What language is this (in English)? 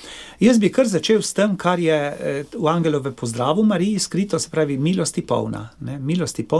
Slovenian